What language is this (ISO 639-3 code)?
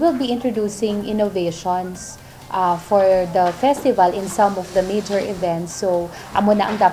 hil